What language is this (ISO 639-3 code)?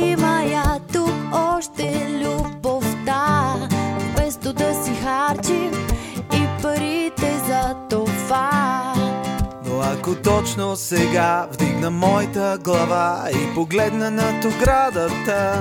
bul